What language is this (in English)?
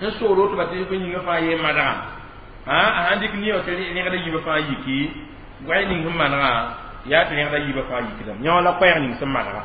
Mossi